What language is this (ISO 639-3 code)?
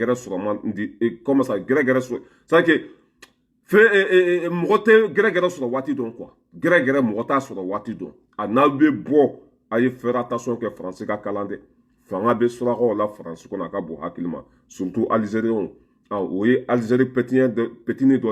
bam